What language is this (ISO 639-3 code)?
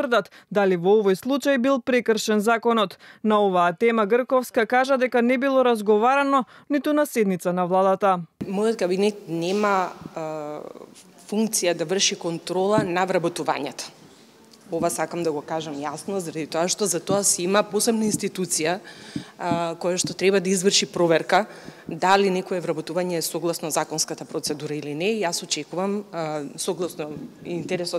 mkd